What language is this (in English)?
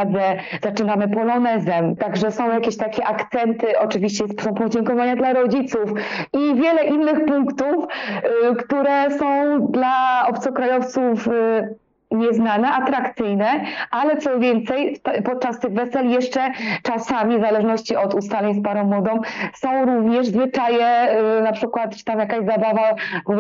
Polish